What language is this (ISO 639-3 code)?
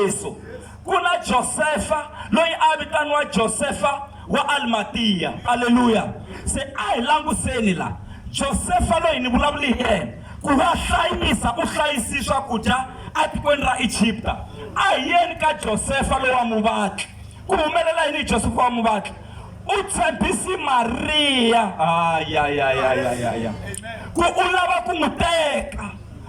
tso